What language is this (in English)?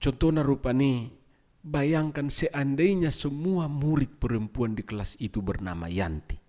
Batak Toba